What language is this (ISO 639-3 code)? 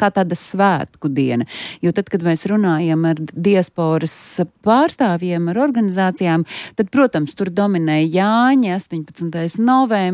lav